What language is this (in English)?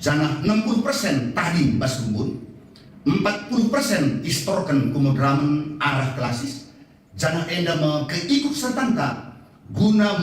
Batak Karo